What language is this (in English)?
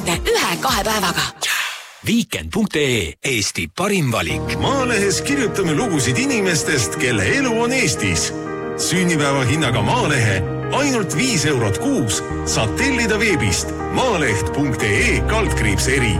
Estonian